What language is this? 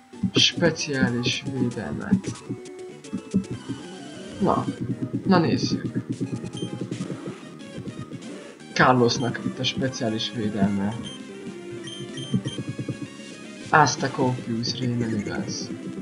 Hungarian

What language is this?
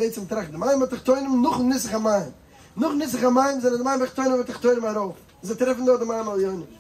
Yiddish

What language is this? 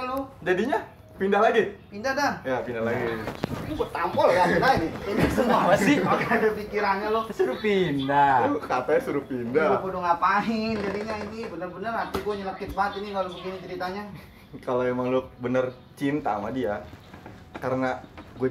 Betawi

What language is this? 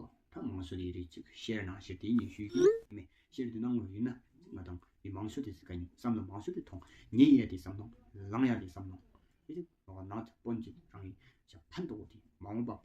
Tawang Monpa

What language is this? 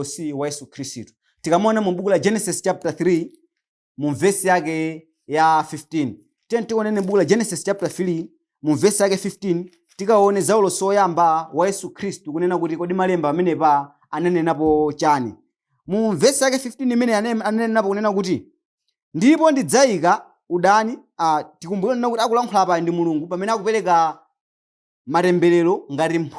Nyanja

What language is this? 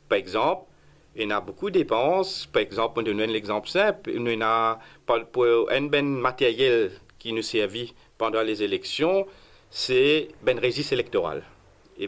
Morisyen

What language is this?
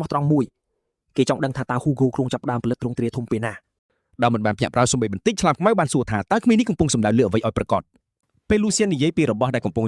Khmer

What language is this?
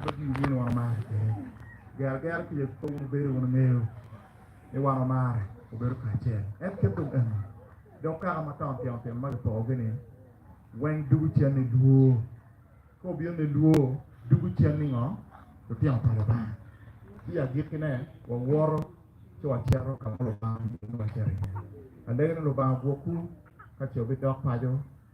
Acoli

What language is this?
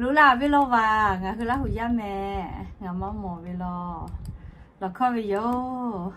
Lahu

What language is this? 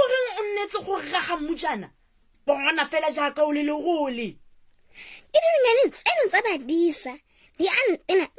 Tswana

